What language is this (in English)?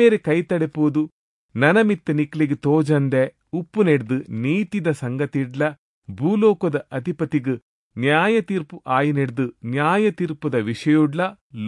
Tulu